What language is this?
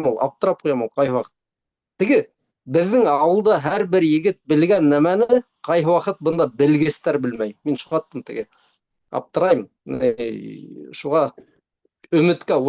Bashkir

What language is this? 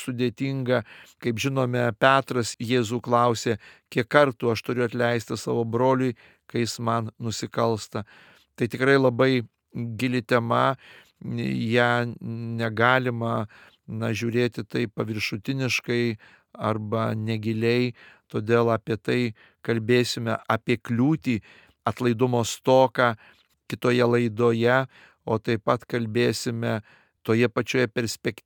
Lithuanian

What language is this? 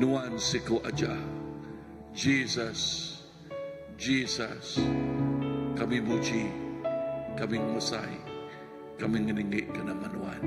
Iban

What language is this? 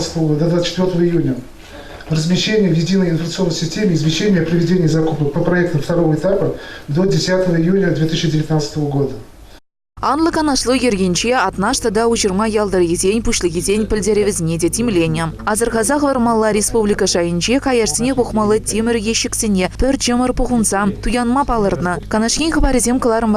Chuvash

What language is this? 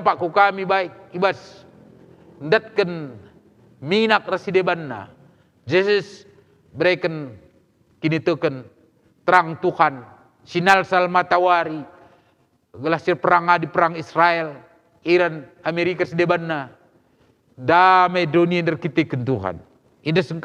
Batak Karo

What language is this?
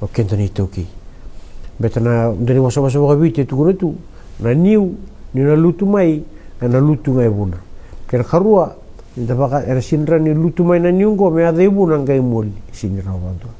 Fijian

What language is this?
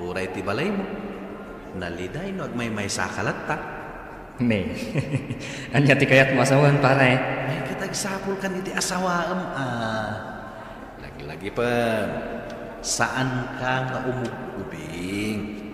Iloko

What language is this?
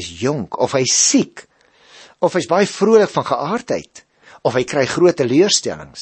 Afrikaans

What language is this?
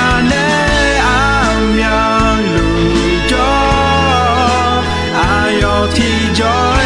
Akha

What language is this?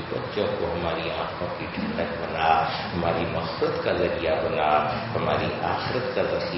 Urdu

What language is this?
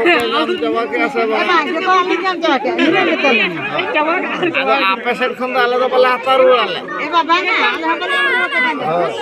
Santali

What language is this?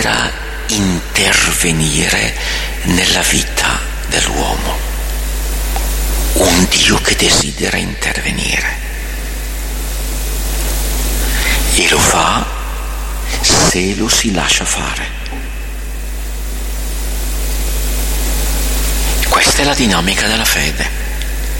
Italian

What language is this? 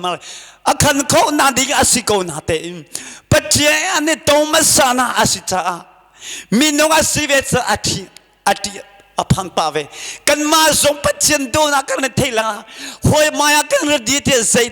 Hakha Chin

